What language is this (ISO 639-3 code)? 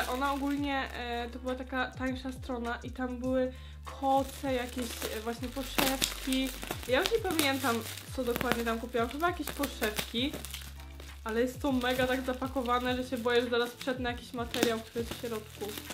pol